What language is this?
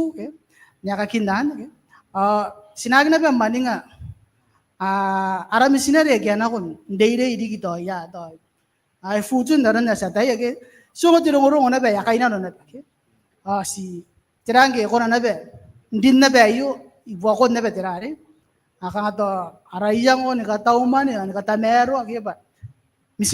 Gilbertese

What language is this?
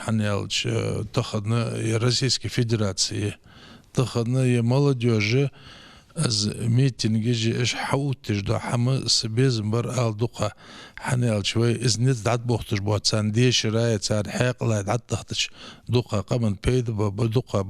Ingush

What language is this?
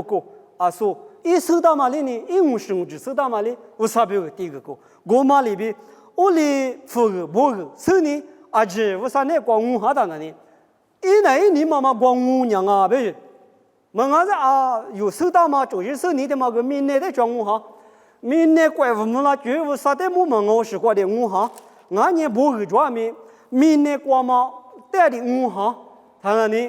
Lisu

